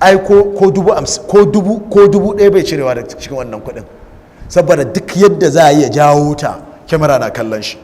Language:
Hausa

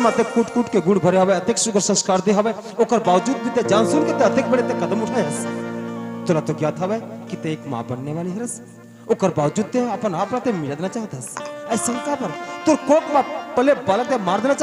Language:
Chhattisgarhi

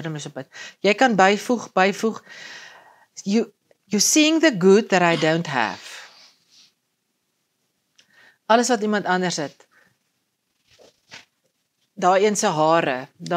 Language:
Afrikaans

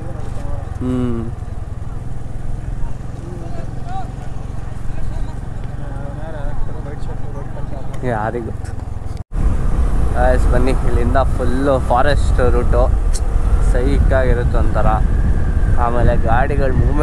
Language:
Kannada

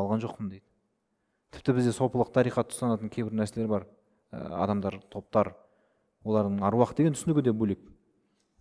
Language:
Kazakh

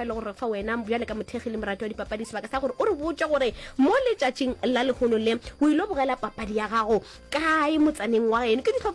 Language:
Northern Sotho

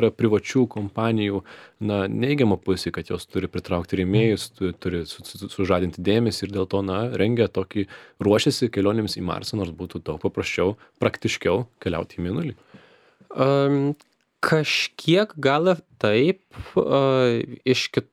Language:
Lithuanian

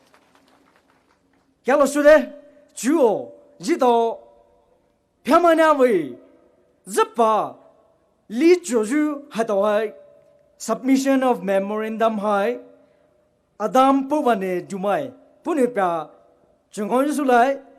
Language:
Poumei Naga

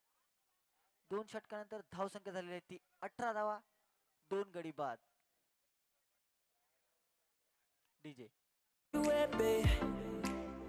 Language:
Marathi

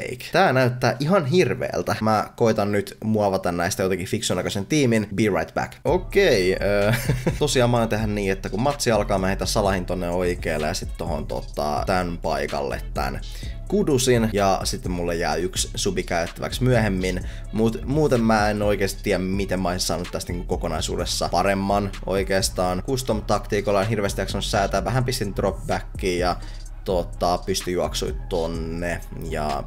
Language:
Finnish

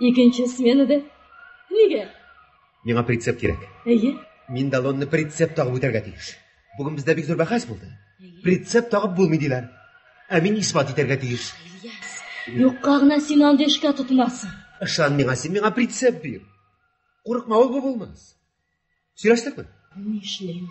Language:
Tatar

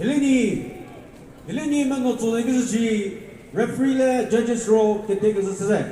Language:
Chokri Naga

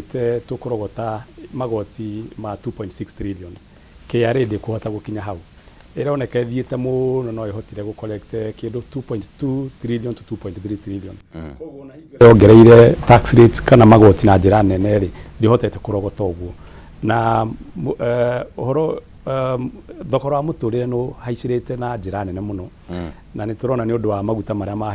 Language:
Kikuyu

